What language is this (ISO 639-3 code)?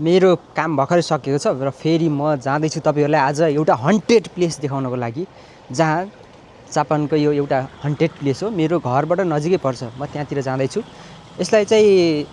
nep